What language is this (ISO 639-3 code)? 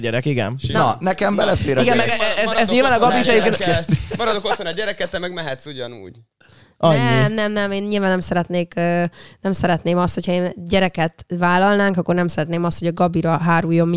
hun